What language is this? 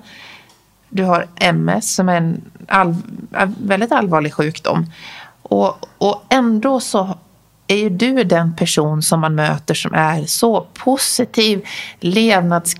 Swedish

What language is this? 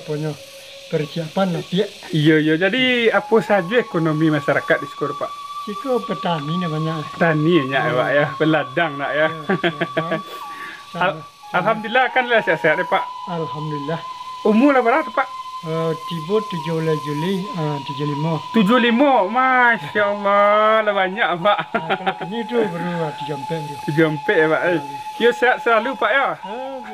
Minangkabau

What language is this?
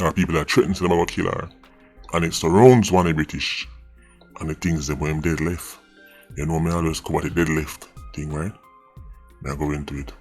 Jamaican Creole English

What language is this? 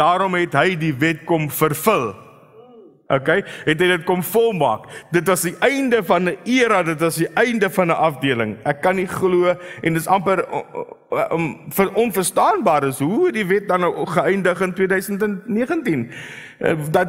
Afrikaans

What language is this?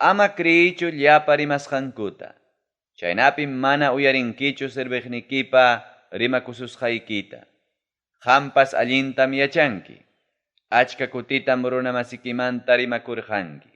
Ayacucho Quechua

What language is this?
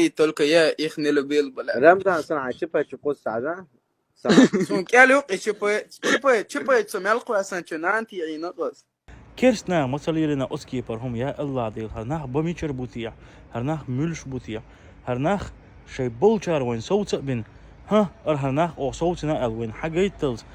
Chechen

